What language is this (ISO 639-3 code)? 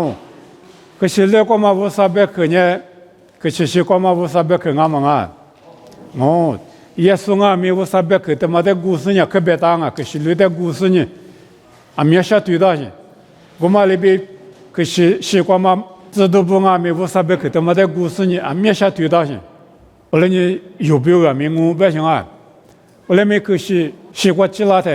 lis